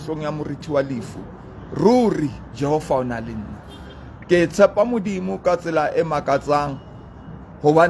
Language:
Southern Sotho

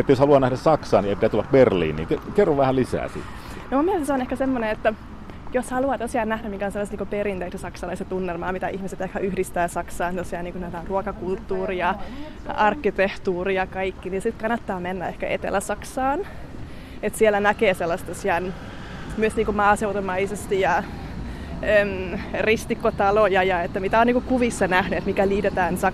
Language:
Finnish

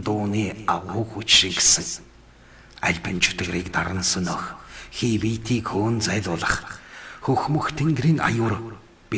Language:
Mongolian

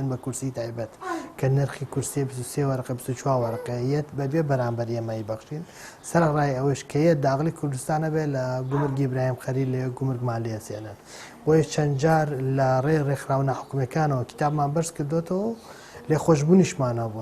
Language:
Central Kurdish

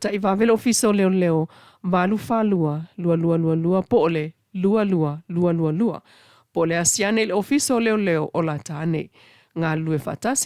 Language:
Samoan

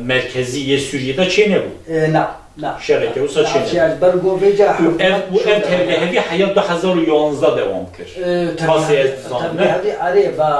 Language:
Kurdish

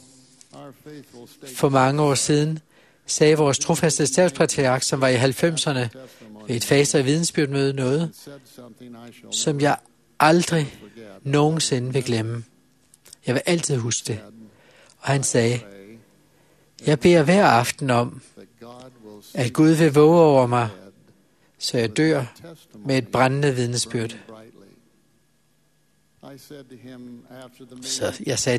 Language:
Danish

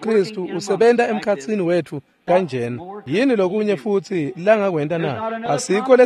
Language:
Swati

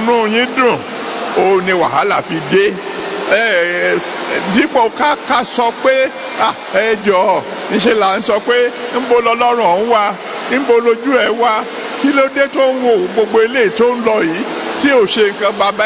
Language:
Yoruba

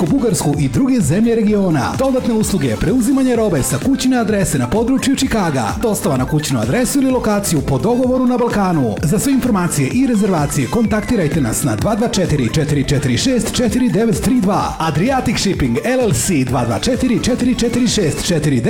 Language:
Serbian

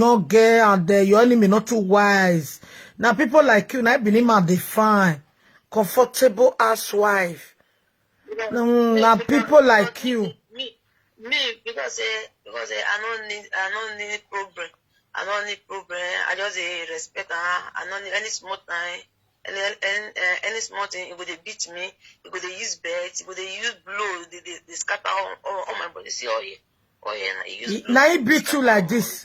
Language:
Nigerian Pidgin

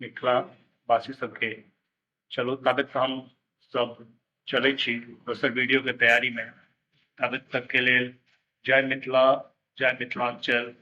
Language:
Maithili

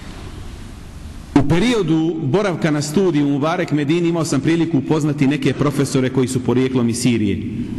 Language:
Bosnian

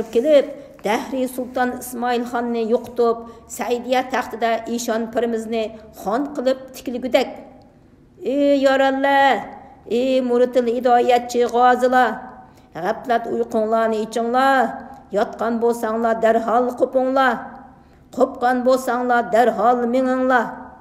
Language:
Uyghur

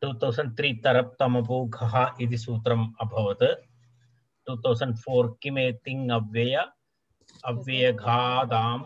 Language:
Sanskrit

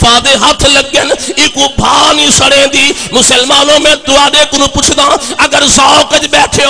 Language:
Saraiki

